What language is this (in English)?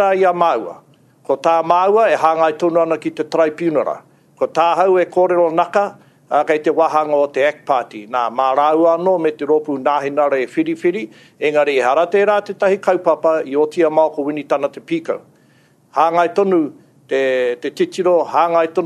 Māori